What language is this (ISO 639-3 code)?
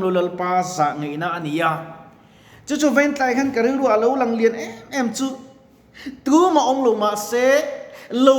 lus